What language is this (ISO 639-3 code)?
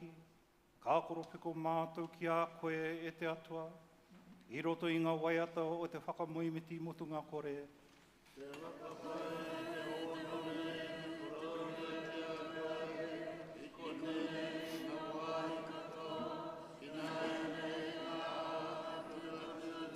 mri